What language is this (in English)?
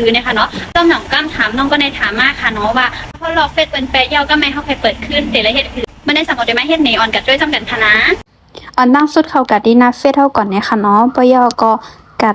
Shan